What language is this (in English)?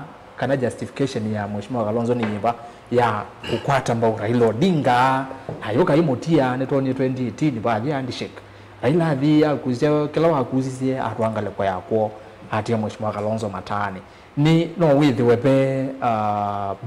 Kamba